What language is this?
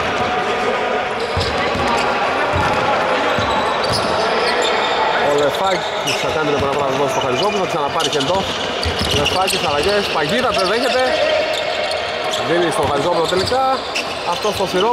Greek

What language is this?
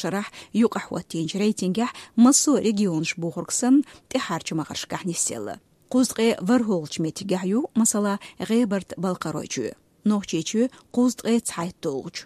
Chechen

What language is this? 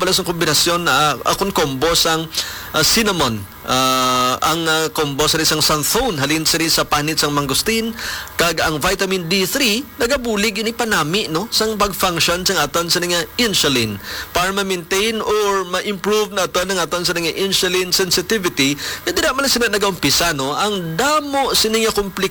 Hiligaynon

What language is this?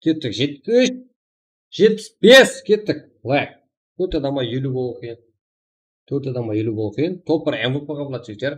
Kara-Kalpak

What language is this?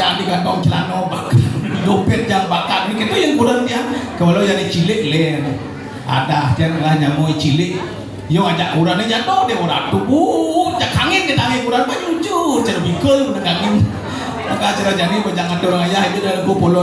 Balinese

